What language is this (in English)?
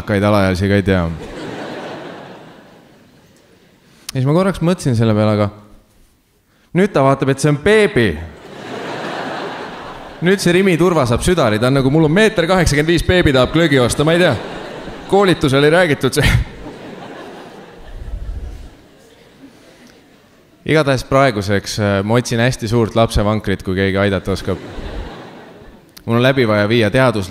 Estonian